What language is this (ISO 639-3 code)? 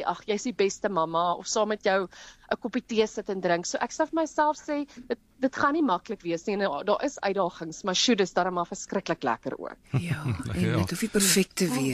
afr